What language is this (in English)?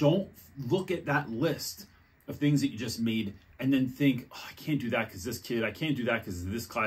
English